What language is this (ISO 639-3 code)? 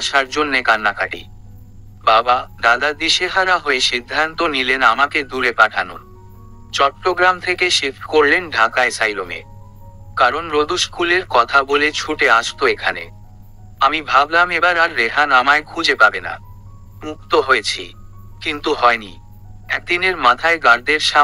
ben